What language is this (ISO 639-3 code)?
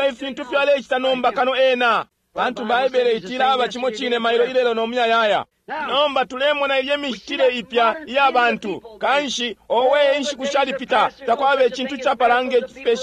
bem